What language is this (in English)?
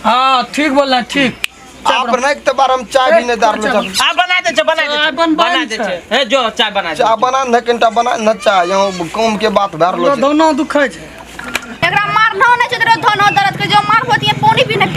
Maithili